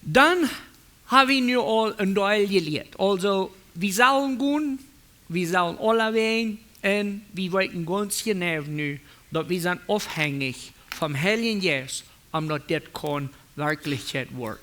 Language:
Plautdietsch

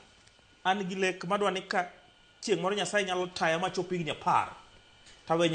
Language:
Luo (Kenya and Tanzania)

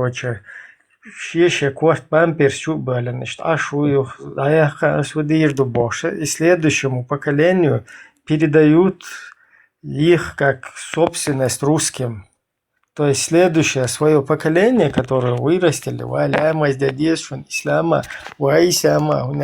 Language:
Chechen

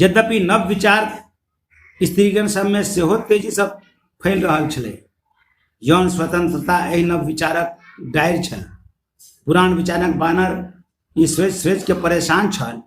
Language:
Maithili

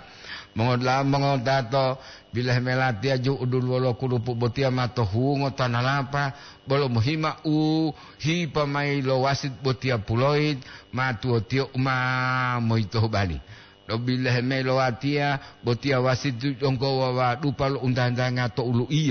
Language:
Gorontalo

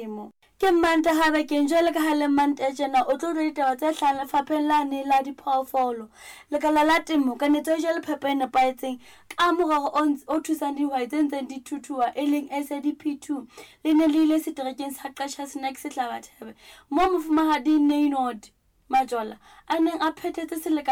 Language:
Southern Sotho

